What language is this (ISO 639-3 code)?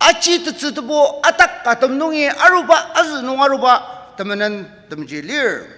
njo